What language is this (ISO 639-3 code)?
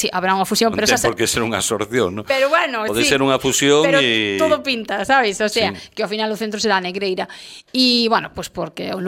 glg